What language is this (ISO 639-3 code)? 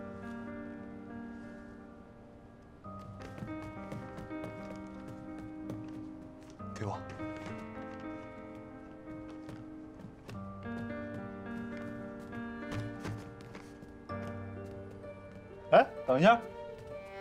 zho